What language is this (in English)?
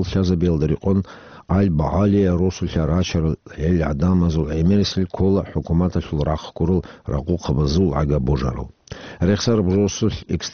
Avaric